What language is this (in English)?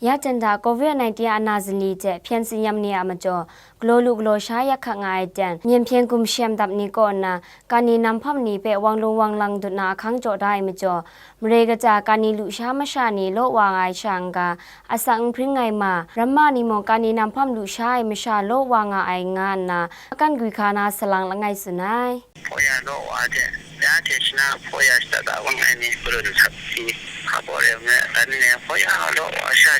Kachin